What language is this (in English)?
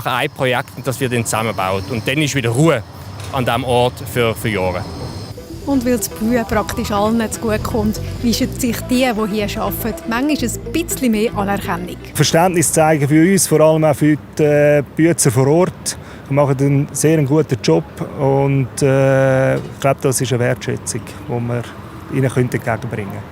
Swiss German